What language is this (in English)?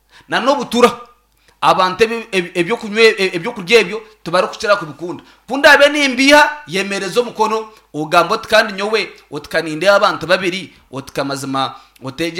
Nyankole